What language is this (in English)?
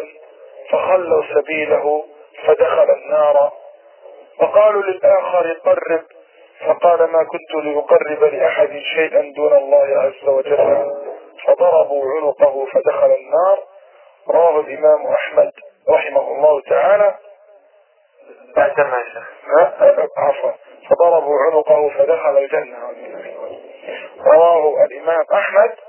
Arabic